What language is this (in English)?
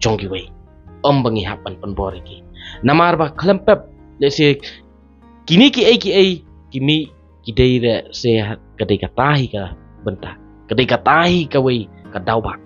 Khasi